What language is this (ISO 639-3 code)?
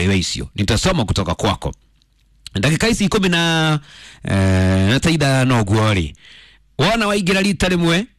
kik